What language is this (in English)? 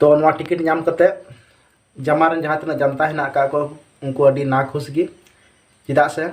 Santali